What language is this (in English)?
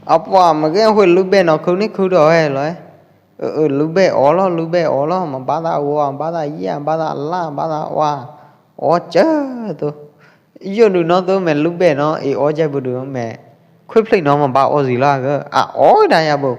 Pwo Eastern Karen